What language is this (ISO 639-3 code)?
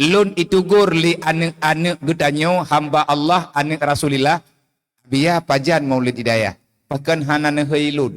ace